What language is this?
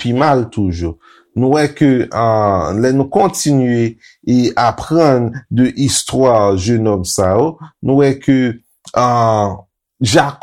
Haitian Creole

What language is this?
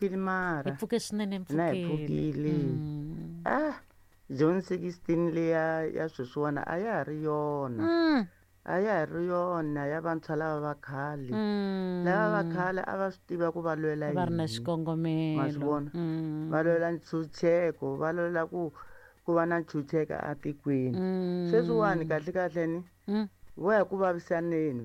Tsonga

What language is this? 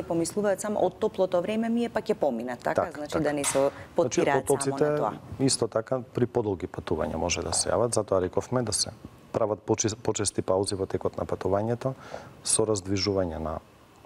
Macedonian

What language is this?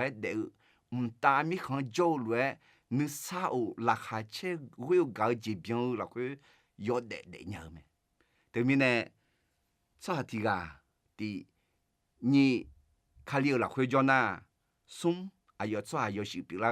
Akha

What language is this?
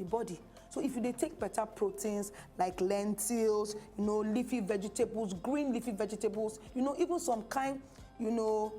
Nigerian Pidgin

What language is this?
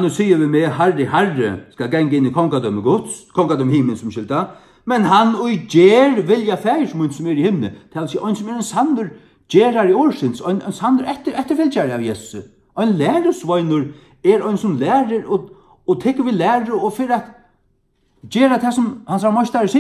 Faroese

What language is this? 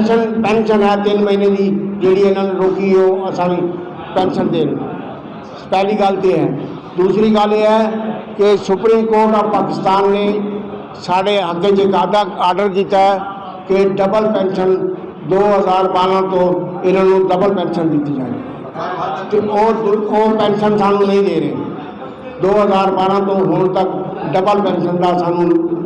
Saraiki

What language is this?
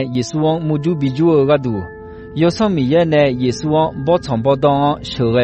Akha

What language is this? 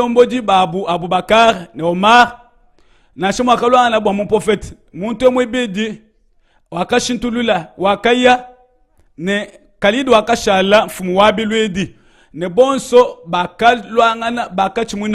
Luba-Lulua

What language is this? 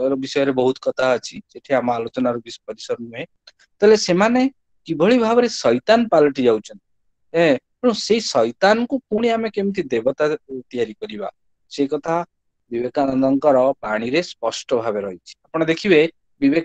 Odia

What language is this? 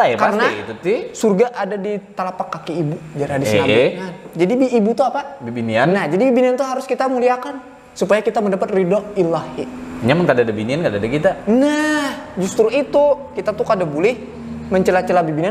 Banjar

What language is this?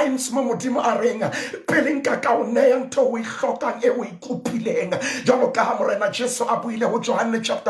Southern Sotho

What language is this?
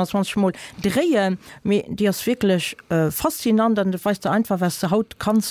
Luxembourgish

